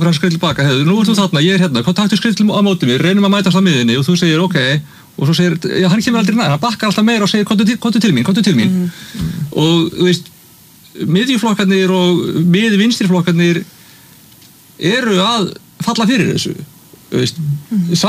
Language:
Icelandic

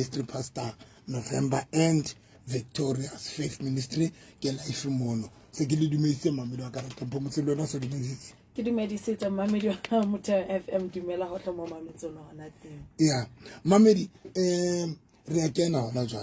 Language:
Southern Sotho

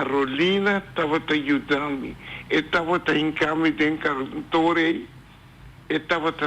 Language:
Papiamento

